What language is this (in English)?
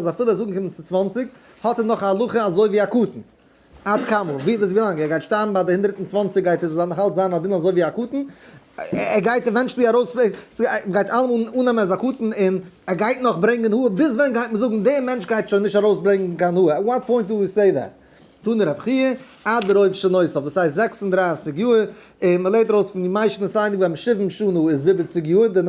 Yiddish